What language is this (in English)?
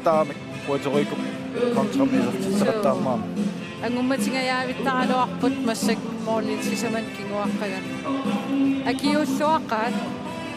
Kalaallisut